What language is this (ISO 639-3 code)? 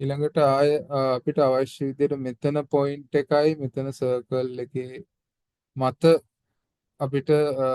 sin